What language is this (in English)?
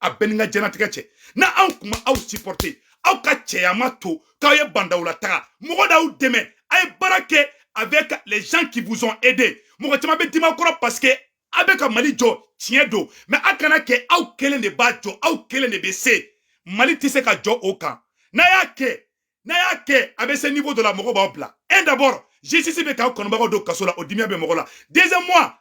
Bambara